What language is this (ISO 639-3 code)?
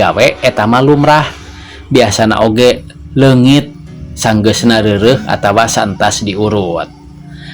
sun